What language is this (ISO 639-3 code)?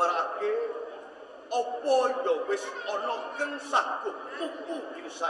jav